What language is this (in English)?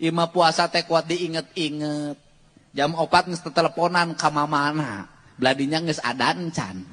Sundanese